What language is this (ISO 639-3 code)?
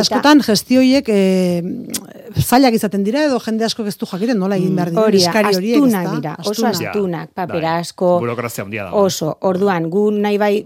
eus